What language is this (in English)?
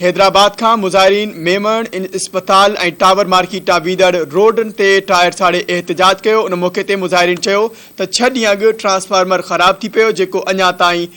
Sindhi